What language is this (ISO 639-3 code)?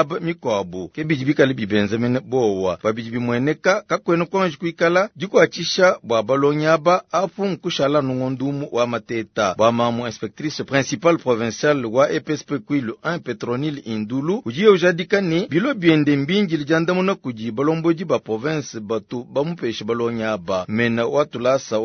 lua